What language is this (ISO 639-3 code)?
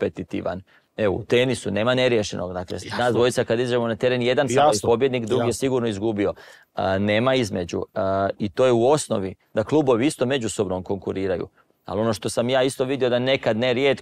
hrv